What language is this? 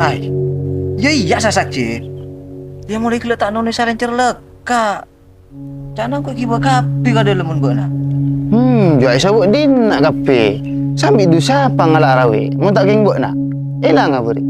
Madurese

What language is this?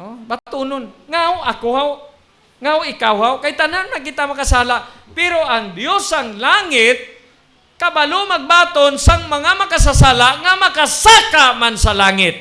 Hiligaynon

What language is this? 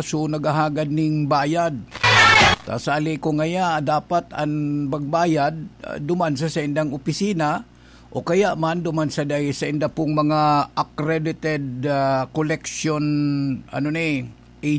Bikol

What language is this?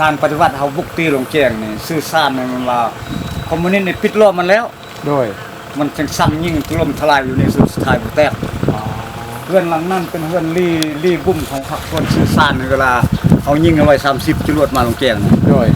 Lao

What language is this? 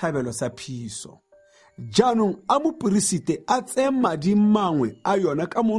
Tswana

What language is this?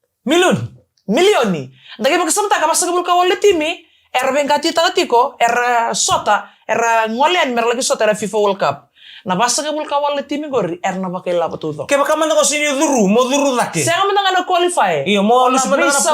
Fijian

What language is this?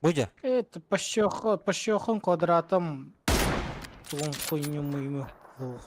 Yakut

